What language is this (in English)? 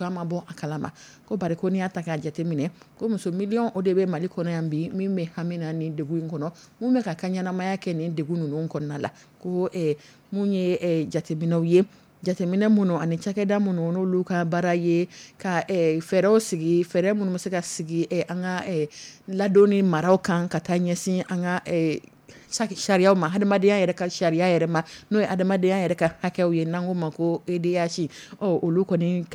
Dyula